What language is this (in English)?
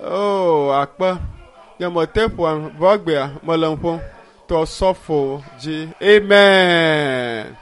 Ewe